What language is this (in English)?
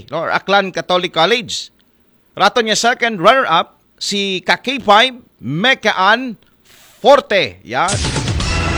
Aklanon